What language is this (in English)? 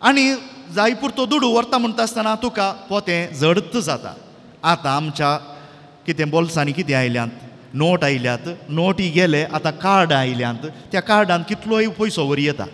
Konkani